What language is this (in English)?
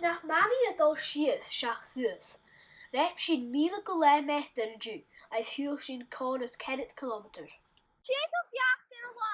Scottish Gaelic